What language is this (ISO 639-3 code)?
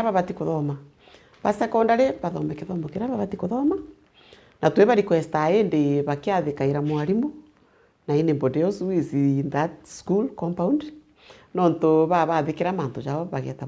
mer